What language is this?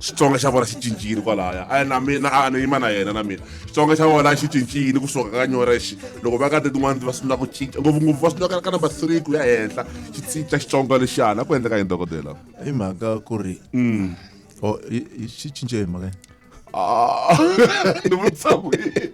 Tsonga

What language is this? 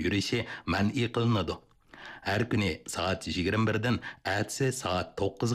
Uyghur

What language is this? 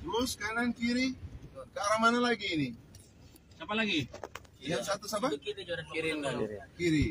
Manado Malay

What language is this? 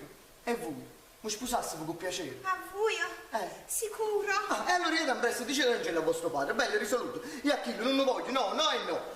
Neapolitan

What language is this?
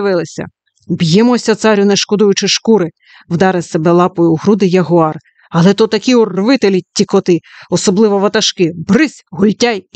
Ukrainian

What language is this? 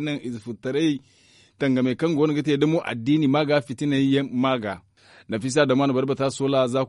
Zarma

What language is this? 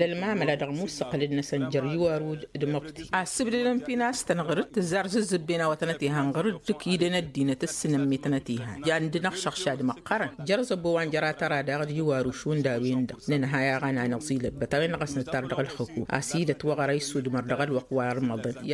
Tamasheq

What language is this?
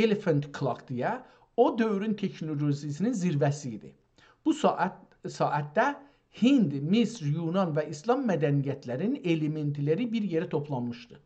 South Azerbaijani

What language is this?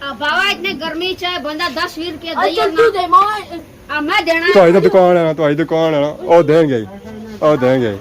Pahari-Potwari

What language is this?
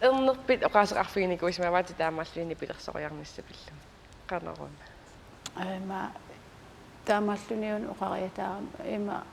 Kalaallisut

